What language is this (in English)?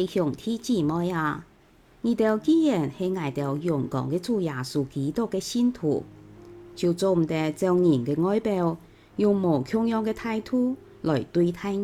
Hakka Chinese